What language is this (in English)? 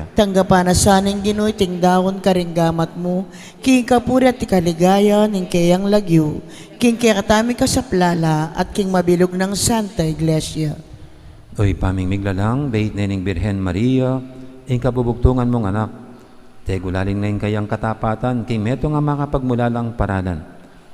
Pampanga